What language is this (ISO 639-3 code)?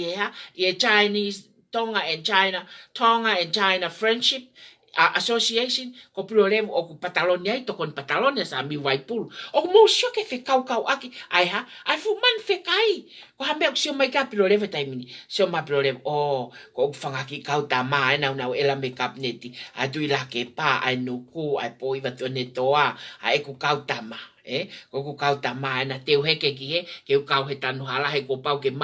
ton